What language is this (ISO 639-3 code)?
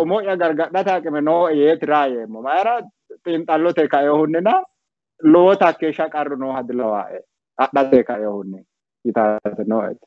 sid